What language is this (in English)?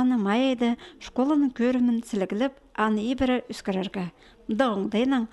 Khakas